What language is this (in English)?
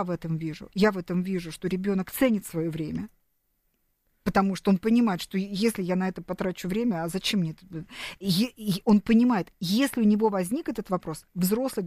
Russian